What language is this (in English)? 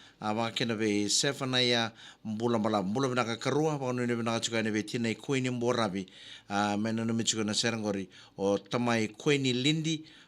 Fijian